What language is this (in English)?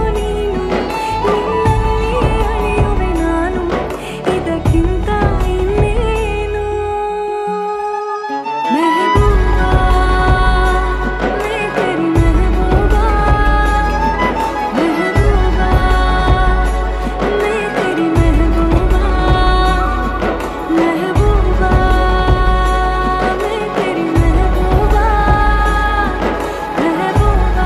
Kannada